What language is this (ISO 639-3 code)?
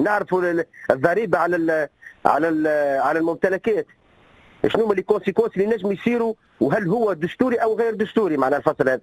aeb